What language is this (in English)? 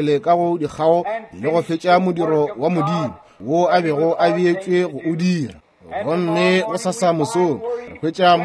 Northern Sotho